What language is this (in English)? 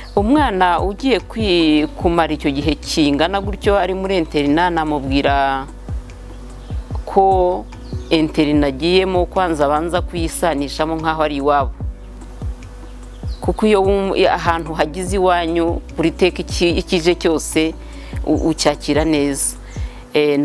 Kinyarwanda